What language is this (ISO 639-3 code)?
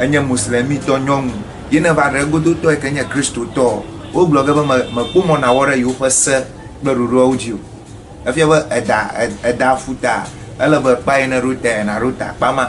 ewe